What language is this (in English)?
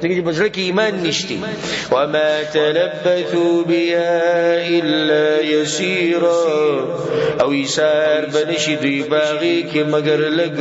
Pashto